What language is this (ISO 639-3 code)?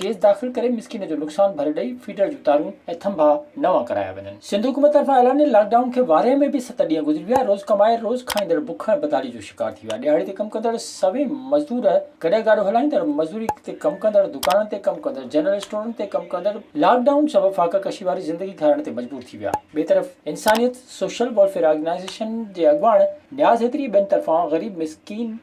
snd